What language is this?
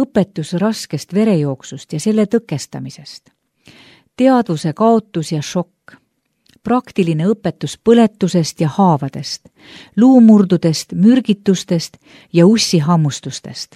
Estonian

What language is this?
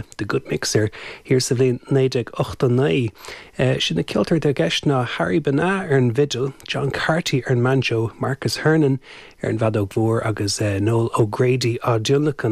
Irish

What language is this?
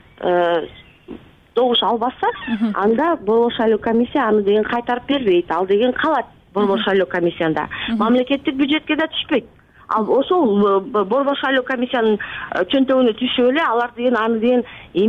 Kyrgyz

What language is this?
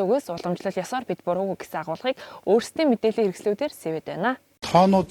Mongolian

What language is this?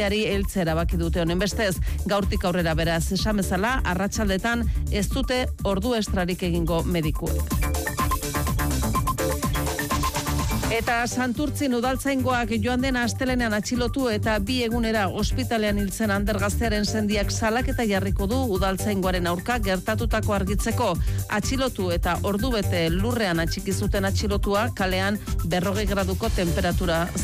Basque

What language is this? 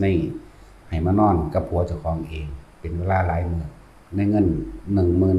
Northeastern Thai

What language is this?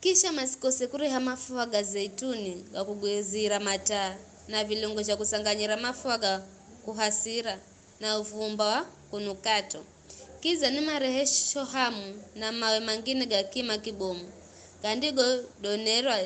Giryama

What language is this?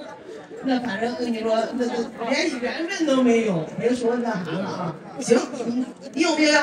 Chinese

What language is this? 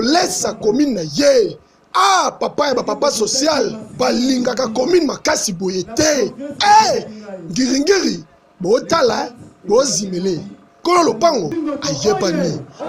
Lingala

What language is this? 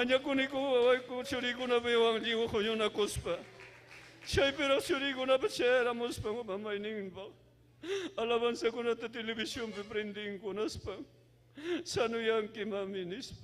Ayacucho Quechua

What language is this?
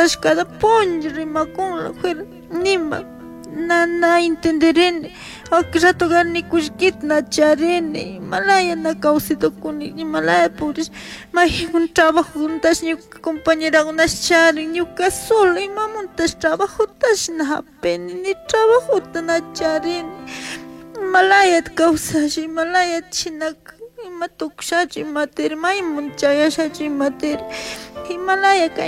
Chimborazo Highland Quichua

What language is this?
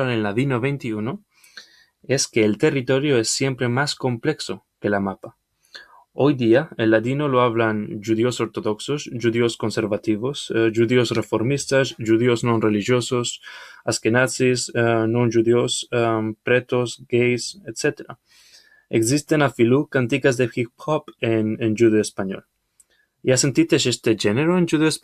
Ladino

